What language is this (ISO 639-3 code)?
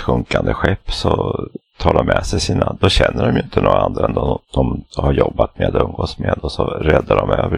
swe